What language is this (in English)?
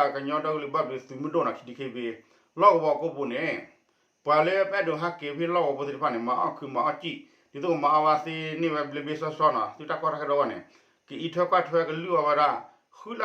S'gaw Karen